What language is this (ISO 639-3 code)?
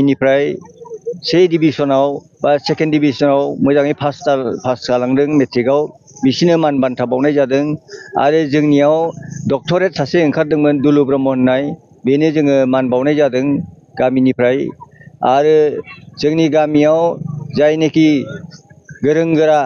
brx